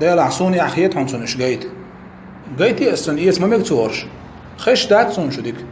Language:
Chechen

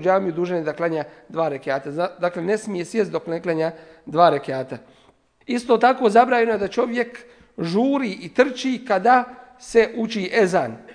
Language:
Bosnian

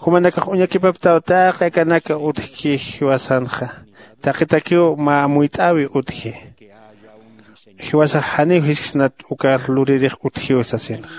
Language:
Aymara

